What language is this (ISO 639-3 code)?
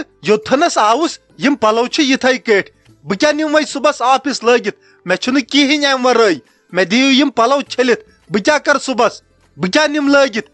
kas